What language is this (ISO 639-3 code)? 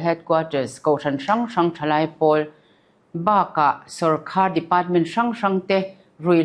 lus